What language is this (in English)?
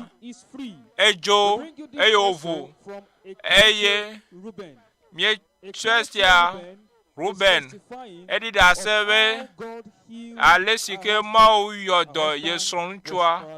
Ewe